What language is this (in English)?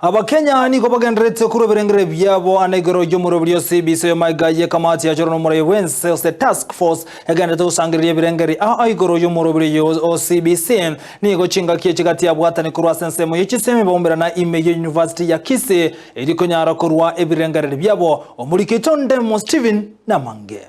Gusii